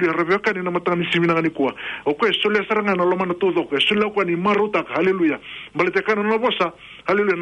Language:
Fijian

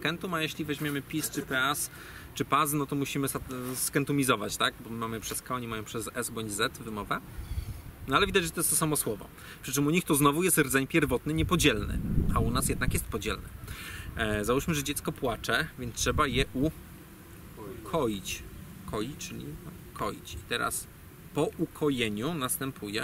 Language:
Polish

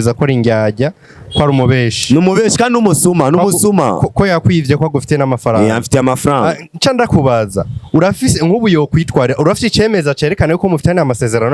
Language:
Rundi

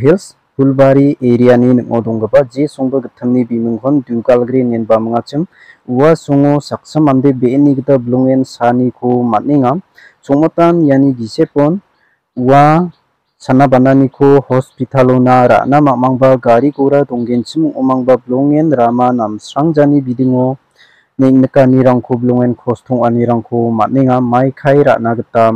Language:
Garo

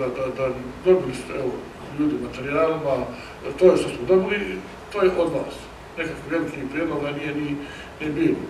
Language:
Croatian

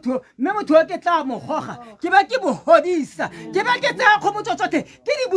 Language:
Tswana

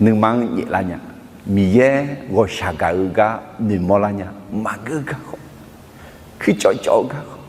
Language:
Akha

